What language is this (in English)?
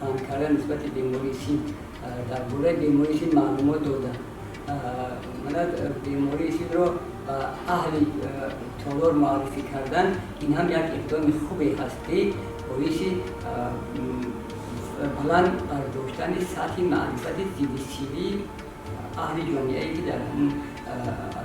Tajik